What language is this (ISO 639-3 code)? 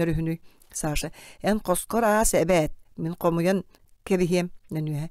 sah